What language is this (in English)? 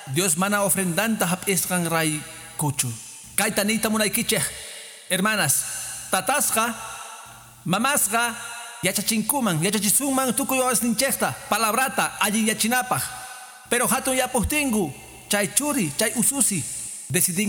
Quechua